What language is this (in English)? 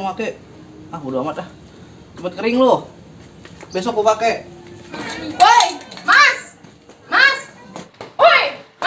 Betawi